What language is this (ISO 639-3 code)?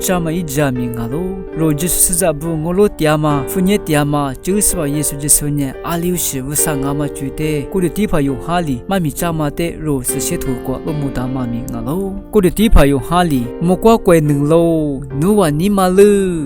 lis